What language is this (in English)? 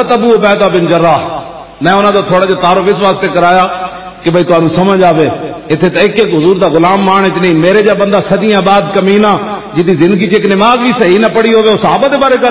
Western Panjabi